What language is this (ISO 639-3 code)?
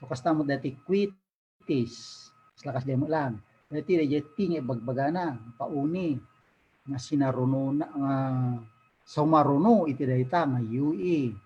ilo